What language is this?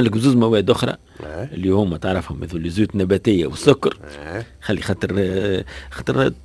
Tunisian Arabic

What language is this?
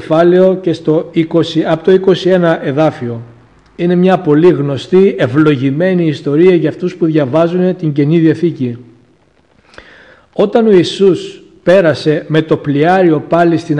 Greek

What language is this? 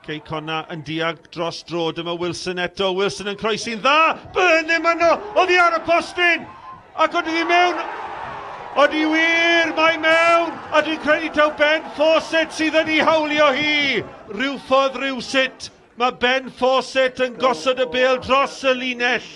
Welsh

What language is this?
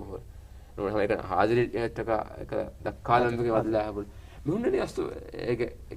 Divehi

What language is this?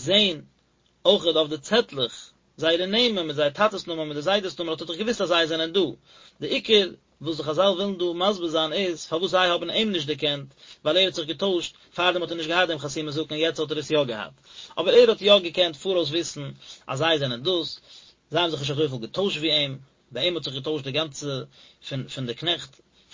Yiddish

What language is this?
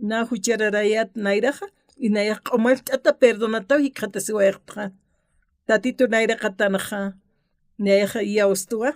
Aymara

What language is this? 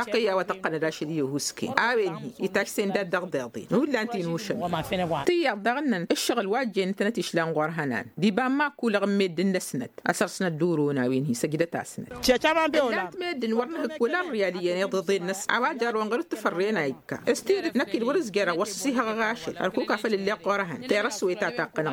Tamasheq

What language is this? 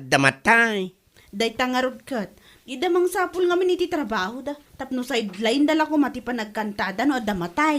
Iloko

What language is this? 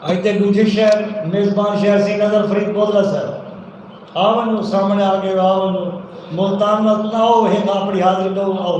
Saraiki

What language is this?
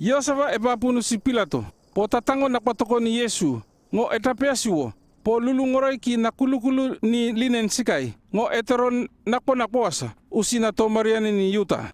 North Efate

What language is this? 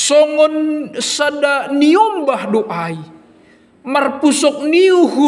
Batak Simalungun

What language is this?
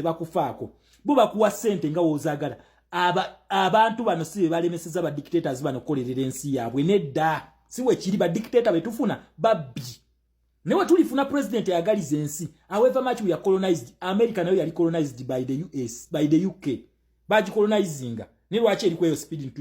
Ganda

